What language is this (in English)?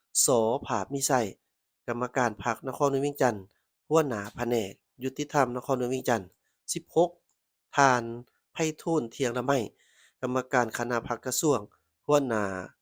Lao